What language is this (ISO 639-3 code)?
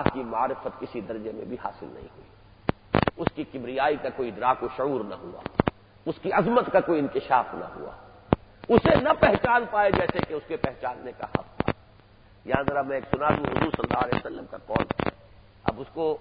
urd